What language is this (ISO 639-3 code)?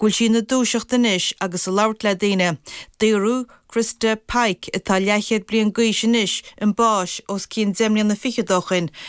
gle